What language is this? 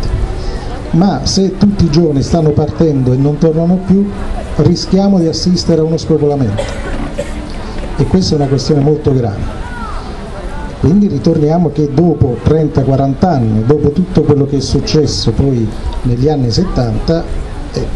Italian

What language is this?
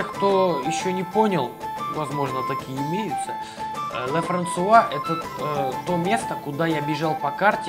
Russian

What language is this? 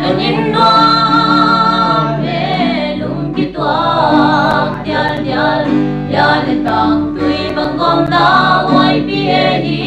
Paite Chin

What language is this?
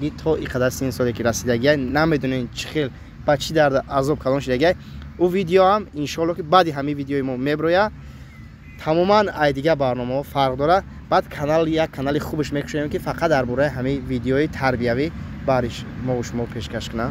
Tajik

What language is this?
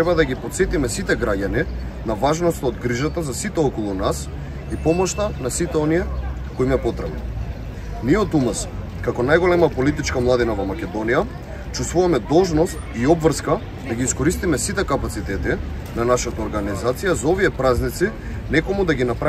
Macedonian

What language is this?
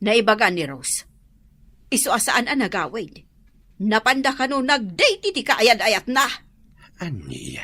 Iloko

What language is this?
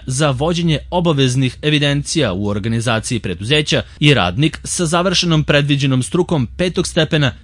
Serbian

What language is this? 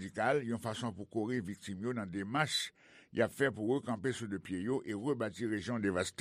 Haitian Creole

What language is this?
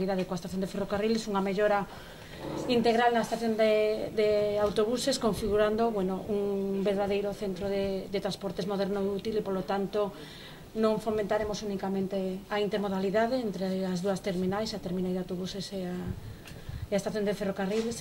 Galician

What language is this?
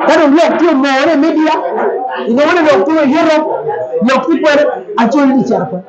Acoli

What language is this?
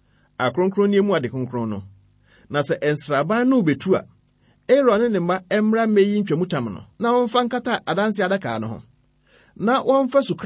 Akan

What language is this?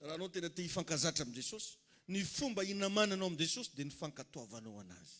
Malagasy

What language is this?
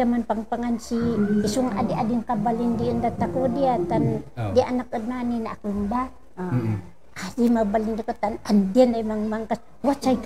Kankanaey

